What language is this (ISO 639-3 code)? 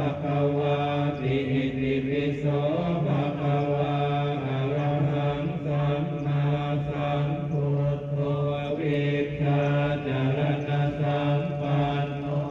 pli